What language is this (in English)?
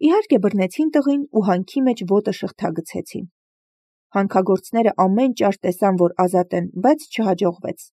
Armenian